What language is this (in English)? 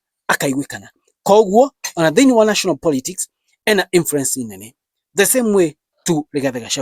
Kikuyu